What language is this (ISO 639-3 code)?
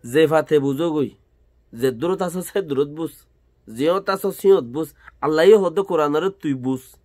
rhg